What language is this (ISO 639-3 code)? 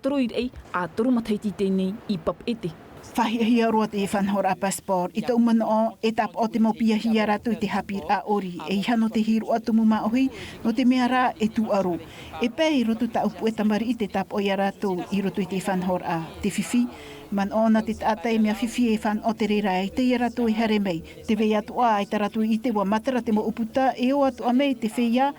tah